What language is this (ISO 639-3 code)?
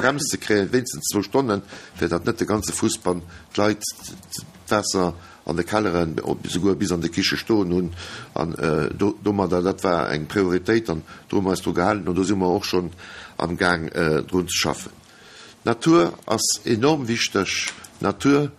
ltz